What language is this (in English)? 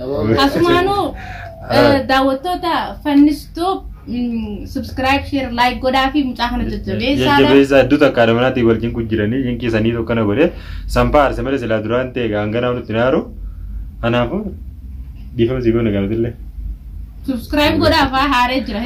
Oromo